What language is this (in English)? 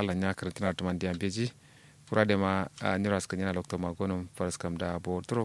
Kanuri